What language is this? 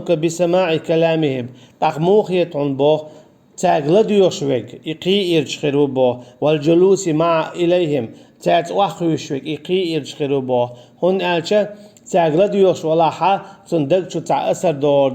Chechen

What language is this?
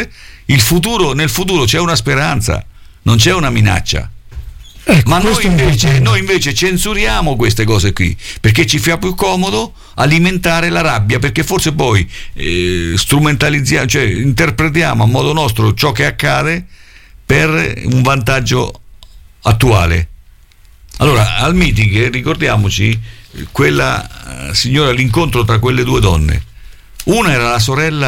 Italian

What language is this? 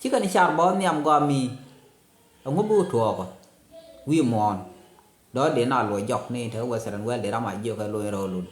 Nuer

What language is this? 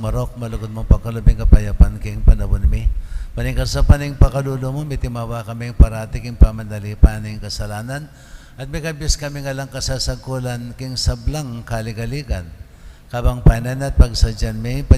Pampanga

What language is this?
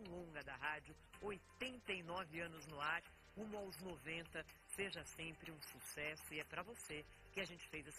Portuguese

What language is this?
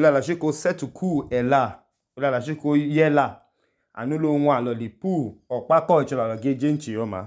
Idoma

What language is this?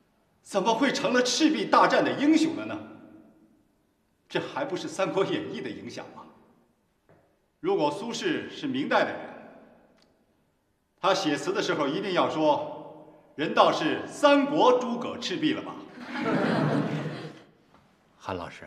Chinese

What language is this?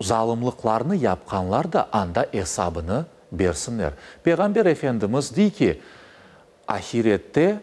Crimean Tatar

